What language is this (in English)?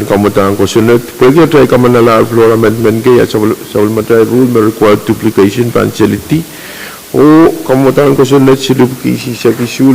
Pohnpeian